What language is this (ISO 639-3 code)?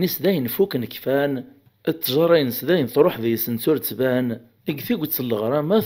kab